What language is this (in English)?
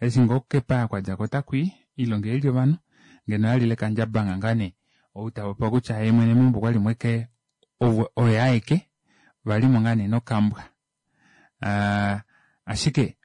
Kuanyama